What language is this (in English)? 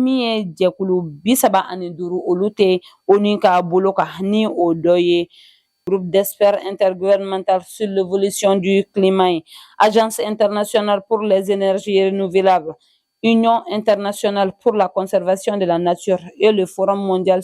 Bambara